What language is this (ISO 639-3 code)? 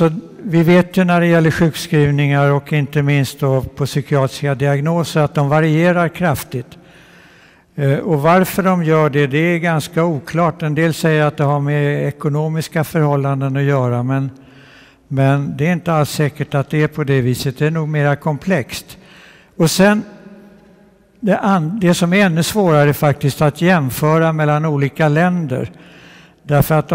swe